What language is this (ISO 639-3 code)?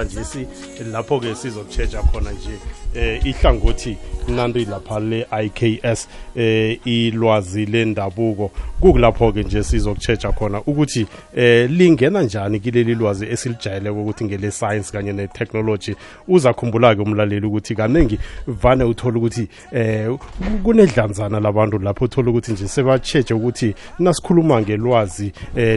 nbl